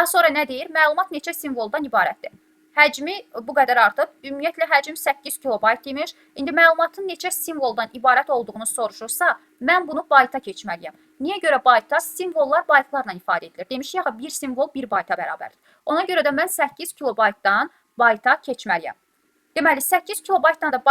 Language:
Azerbaijani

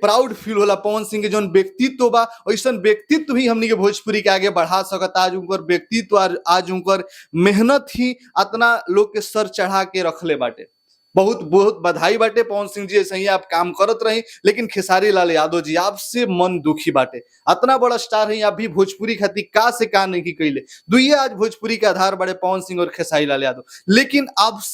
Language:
Bhojpuri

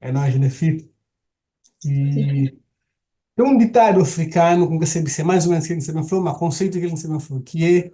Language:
Kabuverdianu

